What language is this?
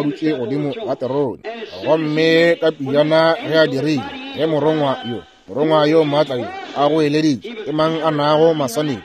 Northern Sotho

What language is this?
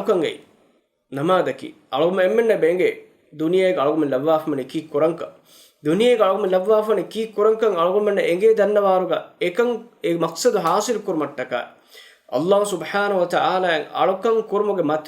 Divehi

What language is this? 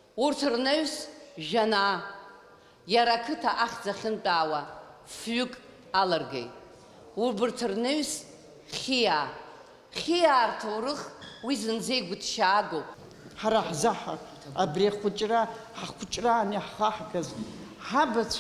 Abkhazian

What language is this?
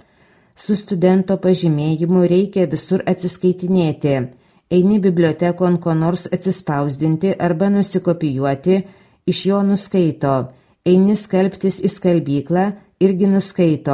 Lithuanian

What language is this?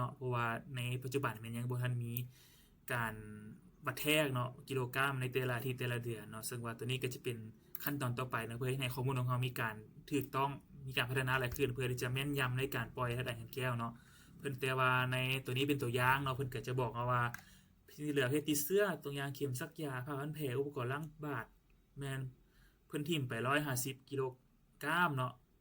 Lao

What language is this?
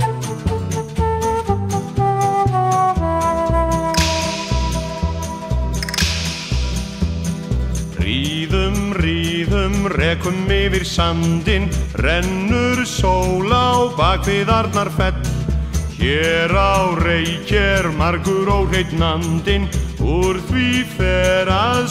Icelandic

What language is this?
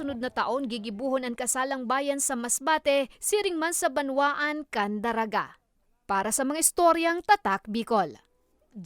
Bikol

